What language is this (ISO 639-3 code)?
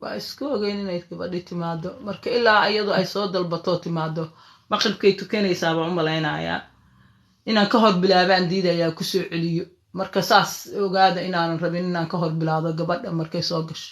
som